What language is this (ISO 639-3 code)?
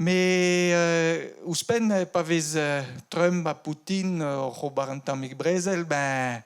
bre